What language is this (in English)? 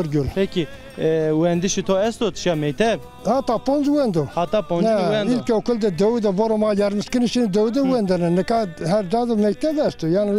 Zaza